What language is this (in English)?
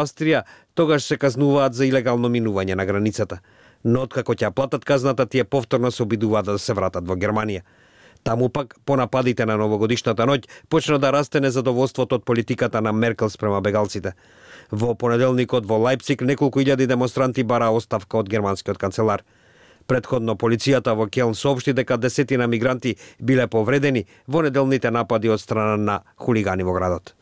Macedonian